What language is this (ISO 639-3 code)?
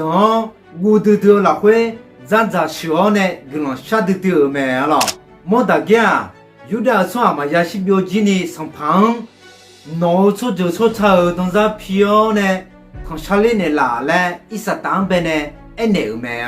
ahk